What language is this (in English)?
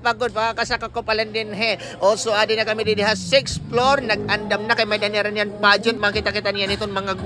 Waray